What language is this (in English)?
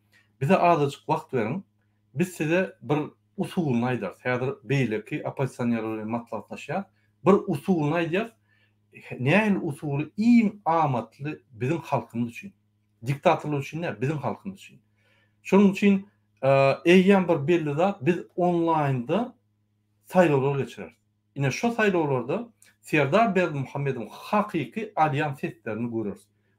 Turkmen